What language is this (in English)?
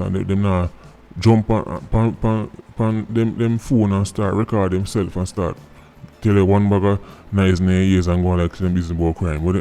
Jamaican Creole English